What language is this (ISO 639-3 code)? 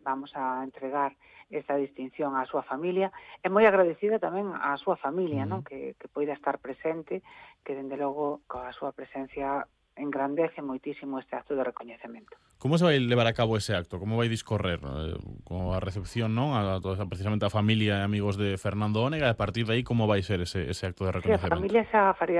glg